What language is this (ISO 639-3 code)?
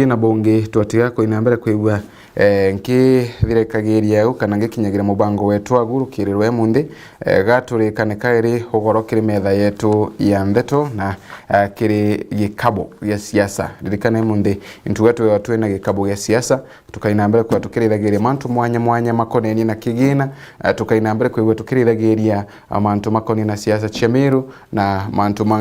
mer